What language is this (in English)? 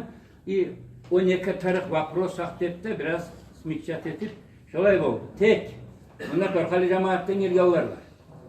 Kumyk